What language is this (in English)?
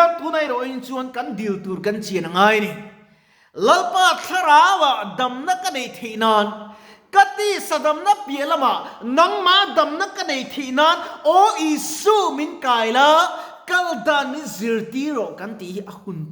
Mizo